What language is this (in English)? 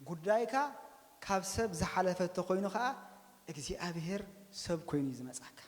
Tigrinya